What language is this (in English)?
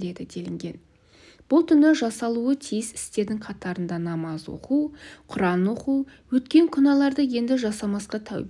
Kazakh